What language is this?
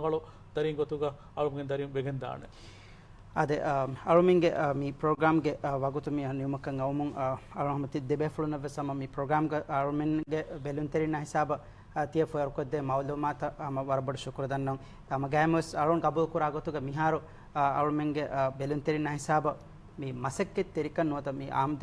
Divehi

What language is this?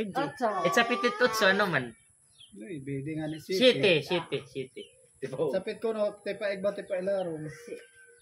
Waray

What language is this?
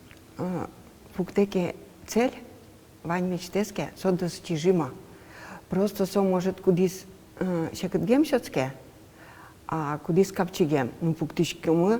Udmurt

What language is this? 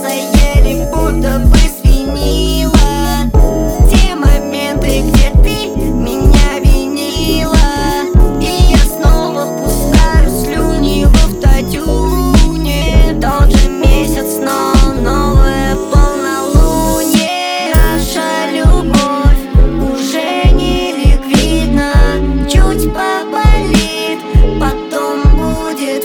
Russian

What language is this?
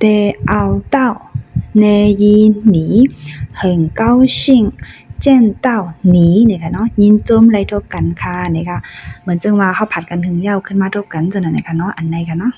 Shan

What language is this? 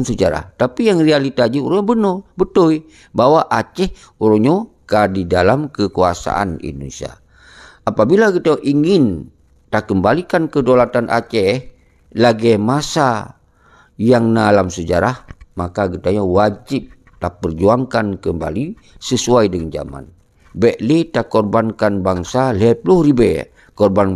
Achinese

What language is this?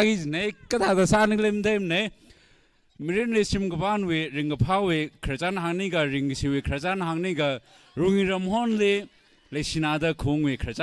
Tangkhul Naga (India)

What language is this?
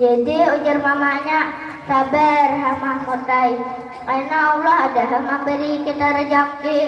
Banjar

